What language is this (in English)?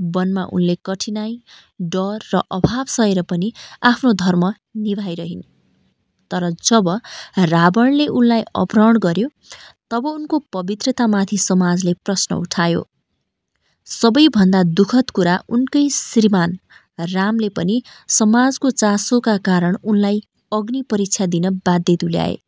Nepali